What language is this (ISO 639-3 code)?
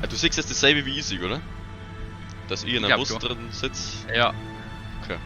bar